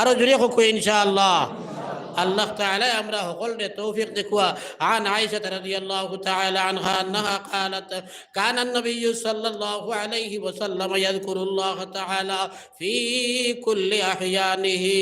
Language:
Sylheti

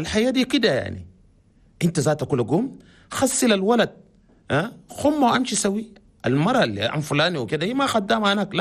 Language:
Chadian Arabic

